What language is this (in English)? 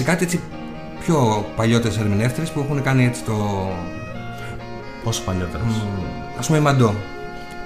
Greek